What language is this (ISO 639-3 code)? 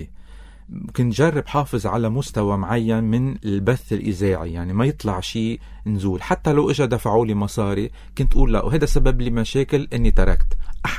apc